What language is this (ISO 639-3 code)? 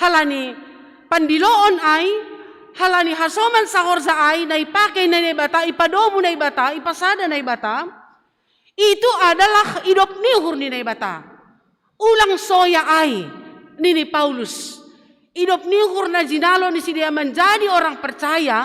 bts